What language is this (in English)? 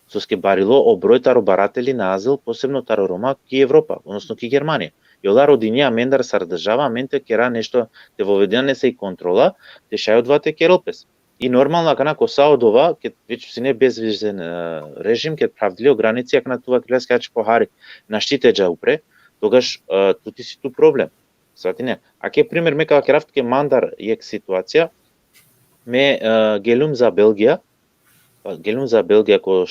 Balkan Romani